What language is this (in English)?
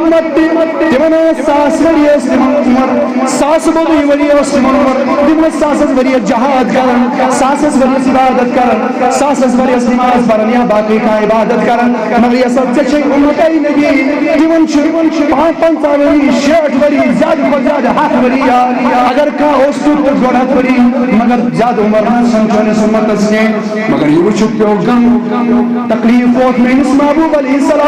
Kashmiri